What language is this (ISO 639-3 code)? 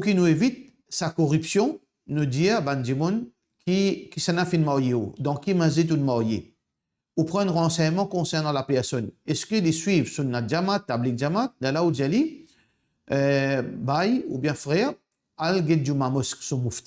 mfe